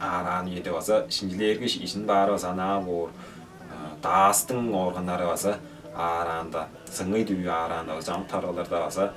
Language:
Tuvinian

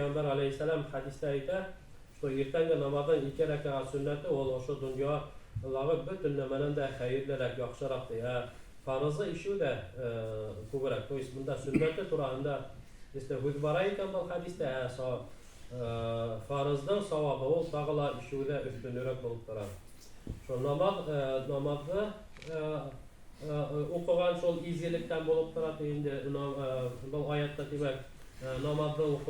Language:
Bashkir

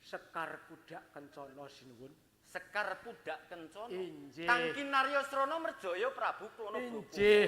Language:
Javanese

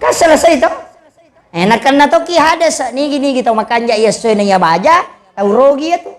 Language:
Buginese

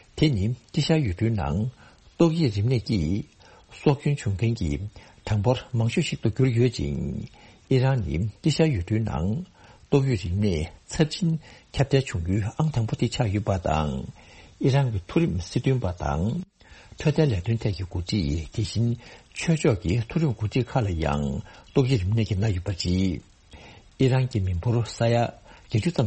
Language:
Tibetan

